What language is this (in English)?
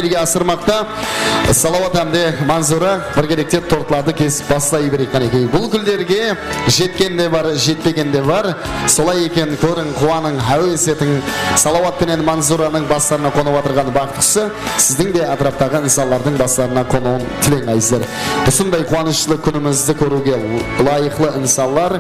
Kara-Kalpak